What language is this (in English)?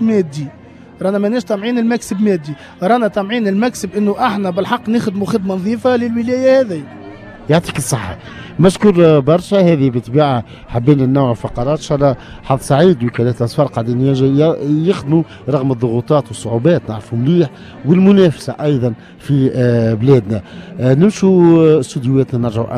Tunisian Arabic